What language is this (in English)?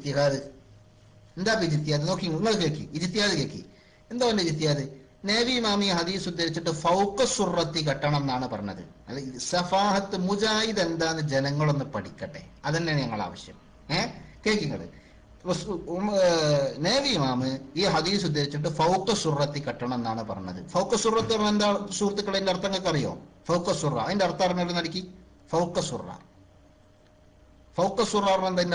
Malayalam